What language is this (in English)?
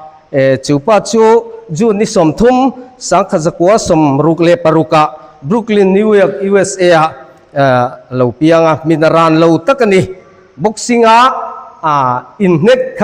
Mizo